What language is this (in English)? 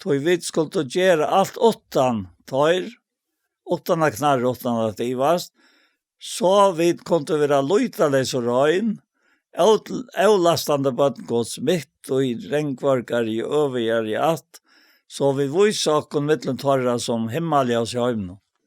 Faroese